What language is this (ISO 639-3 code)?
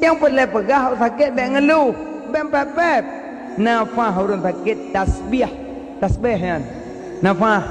ace